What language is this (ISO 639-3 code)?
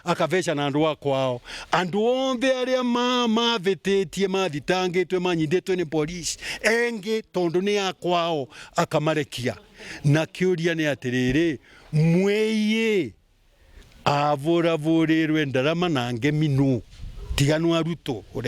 mer